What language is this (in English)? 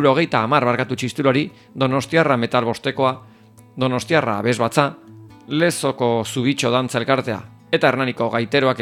Basque